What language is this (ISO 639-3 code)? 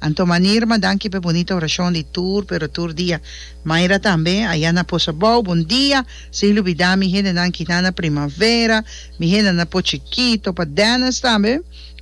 pap